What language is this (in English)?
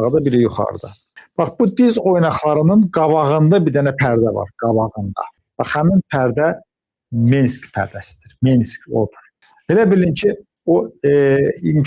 Azerbaijani